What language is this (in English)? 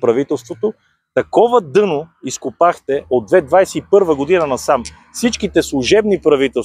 Bulgarian